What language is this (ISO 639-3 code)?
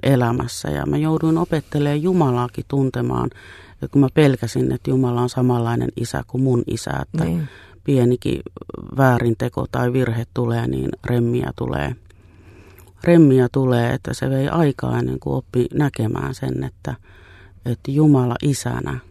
fin